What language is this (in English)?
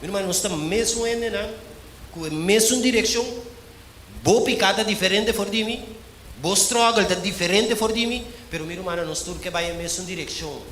Papiamento